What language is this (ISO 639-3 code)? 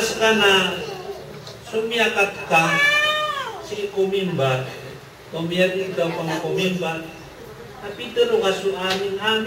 mrw